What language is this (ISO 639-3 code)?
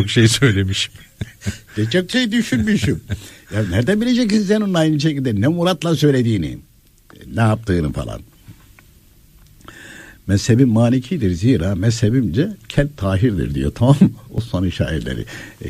tur